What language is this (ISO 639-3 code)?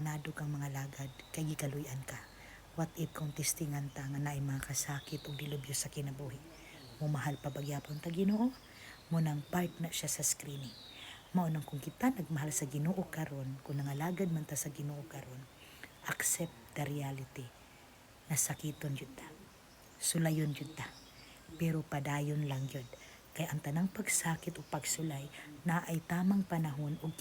ceb